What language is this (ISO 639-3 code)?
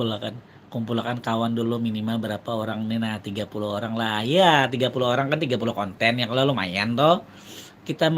bjn